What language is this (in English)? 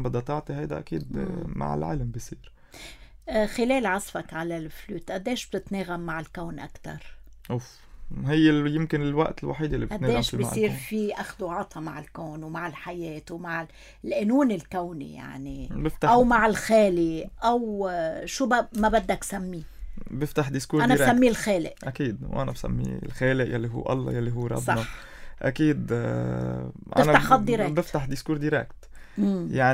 North Levantine Arabic